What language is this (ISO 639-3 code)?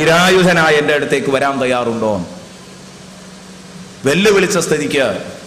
mal